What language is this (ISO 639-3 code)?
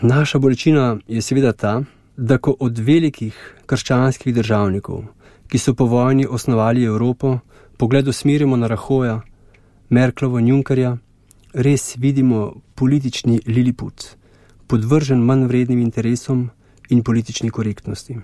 slv